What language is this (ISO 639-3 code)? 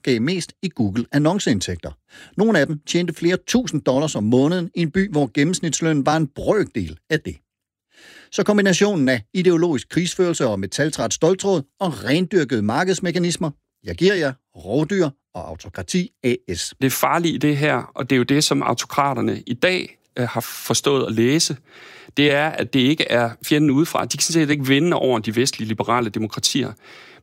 dan